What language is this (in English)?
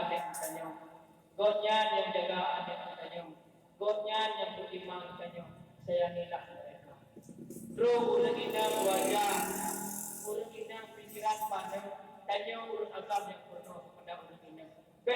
Achinese